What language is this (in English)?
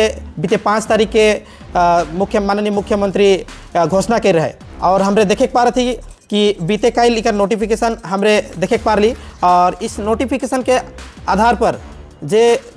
Sadri